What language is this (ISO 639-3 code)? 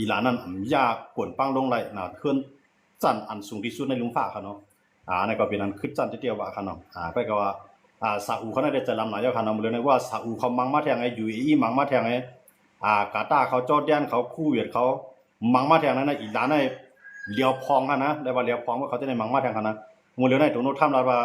shn